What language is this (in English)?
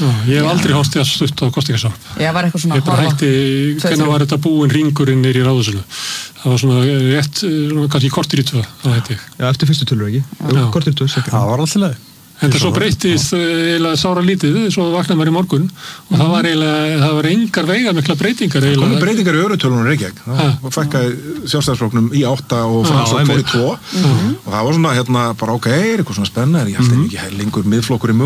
Icelandic